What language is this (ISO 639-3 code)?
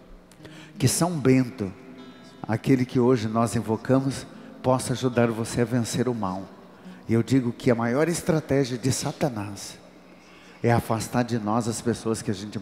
por